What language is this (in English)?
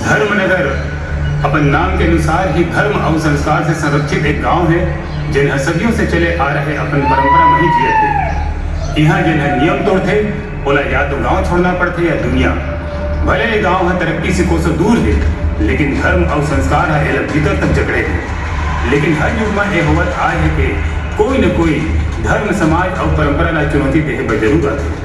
Chhattisgarhi